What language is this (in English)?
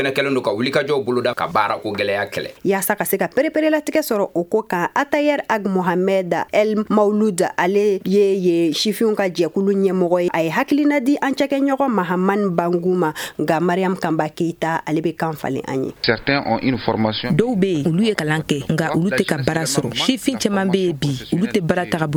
Bambara